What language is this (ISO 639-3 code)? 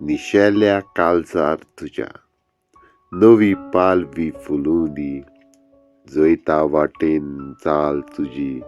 kok